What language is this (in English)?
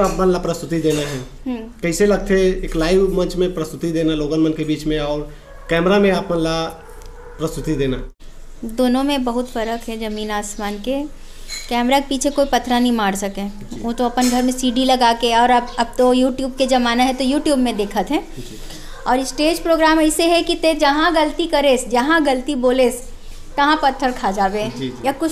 Chhattisgarhi